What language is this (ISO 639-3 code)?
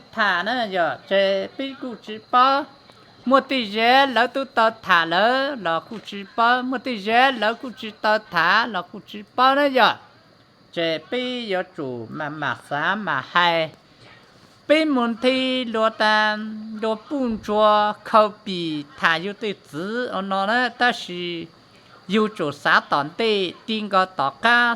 hmn